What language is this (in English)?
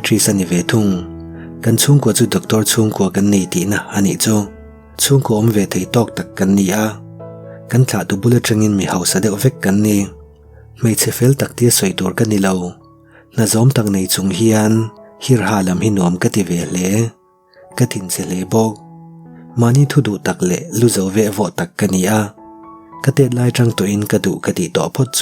Mizo